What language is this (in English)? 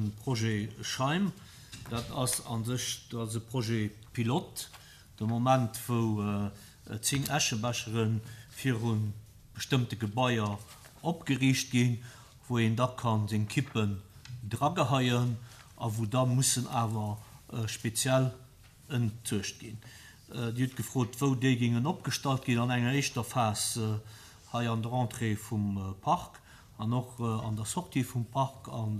Luxembourgish